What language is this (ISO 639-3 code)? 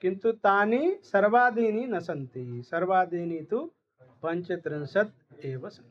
san